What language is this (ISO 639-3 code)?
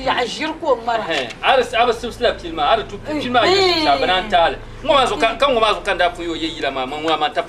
dag